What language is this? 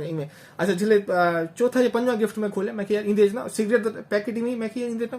Saraiki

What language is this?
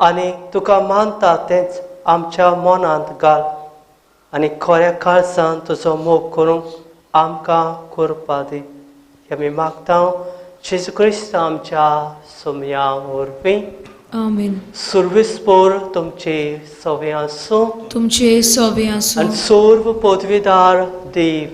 Konkani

